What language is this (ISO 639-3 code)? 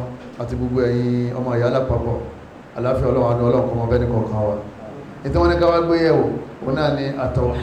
yor